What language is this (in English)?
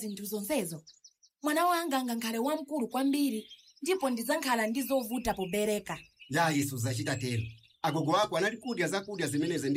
Nyanja